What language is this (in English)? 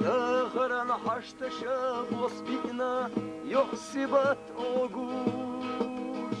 Chechen